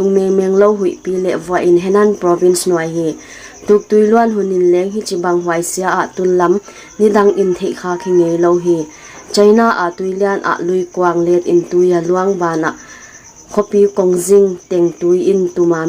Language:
Paite Chin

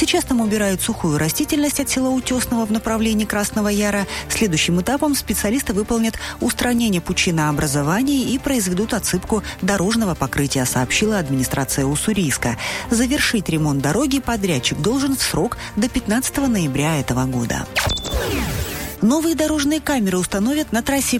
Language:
Russian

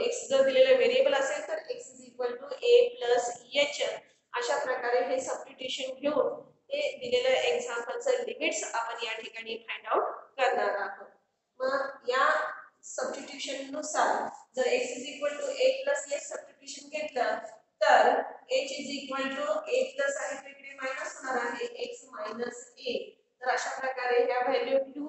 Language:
Marathi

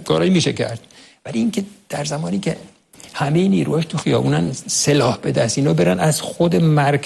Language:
Persian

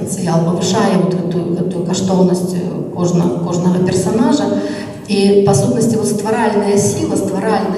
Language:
Belarusian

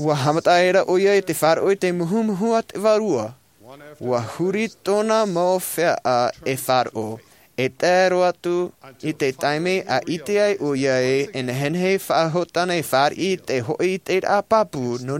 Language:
Tahitian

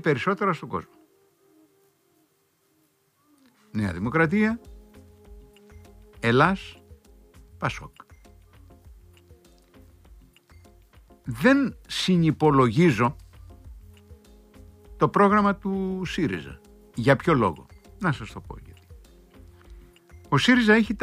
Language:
Greek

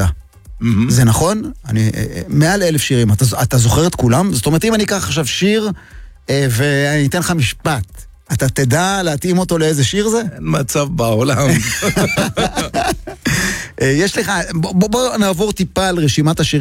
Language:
Hebrew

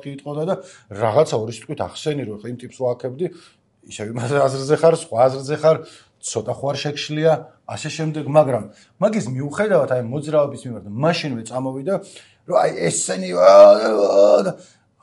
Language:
Georgian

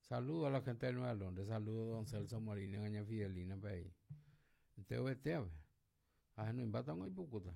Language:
Guarani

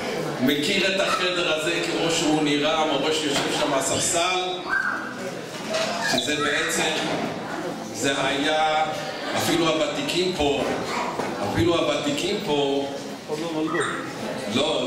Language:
Hebrew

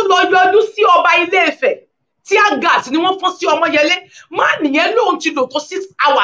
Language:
Yoruba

